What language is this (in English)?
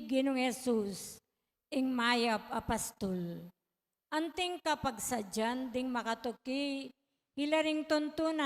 Pampanga